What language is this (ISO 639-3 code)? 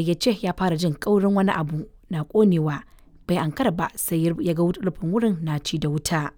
hau